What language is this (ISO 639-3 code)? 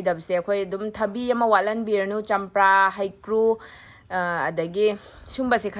mni